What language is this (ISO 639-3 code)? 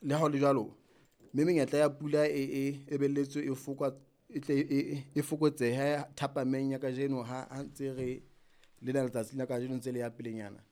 sot